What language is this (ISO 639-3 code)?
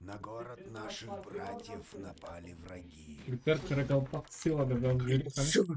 kaa